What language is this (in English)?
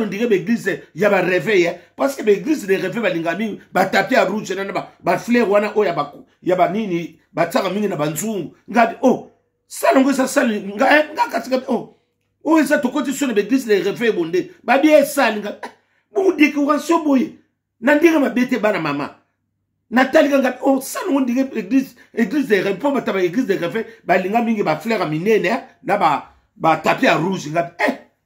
Lingala